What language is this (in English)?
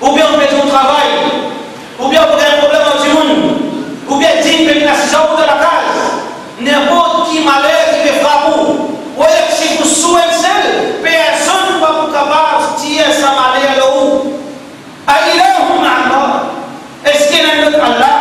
Morisyen